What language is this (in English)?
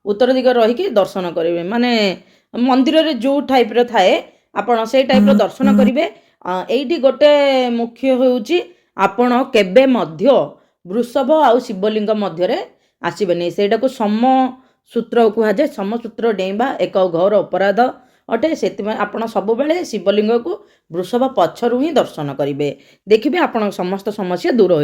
Odia